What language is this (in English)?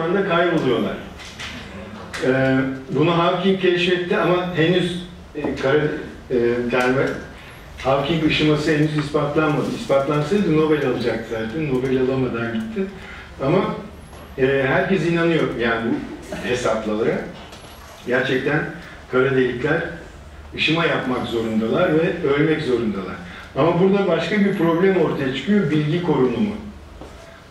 Turkish